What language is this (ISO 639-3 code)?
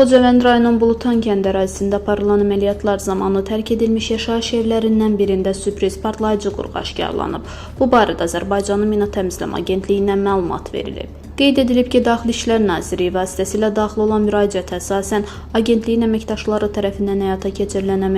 aze